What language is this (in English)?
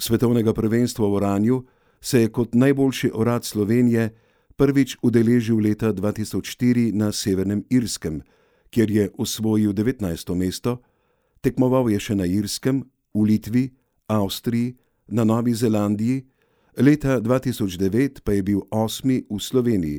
Slovenian